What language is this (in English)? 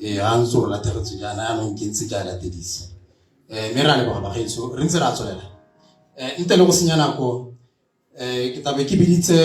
Tswana